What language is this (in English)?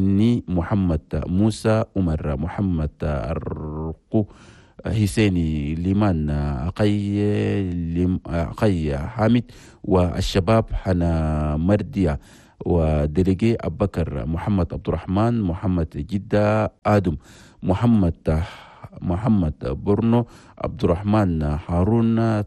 Chadian Arabic